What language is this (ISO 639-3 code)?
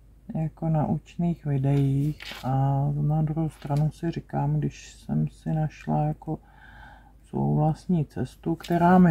ces